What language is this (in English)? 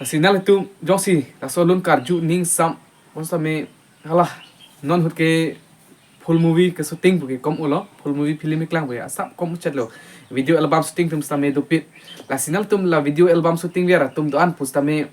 Karbi